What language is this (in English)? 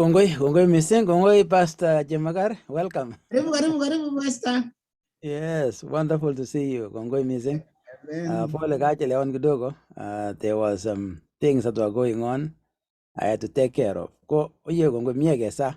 Kalenjin